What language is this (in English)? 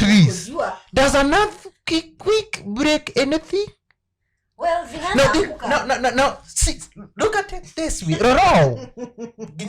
Kikuyu